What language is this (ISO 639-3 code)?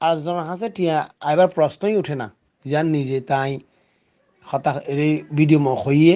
rhg